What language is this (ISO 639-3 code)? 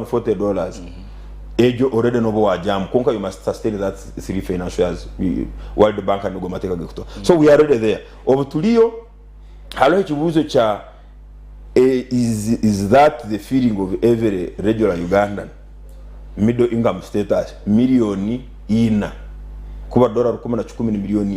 nyn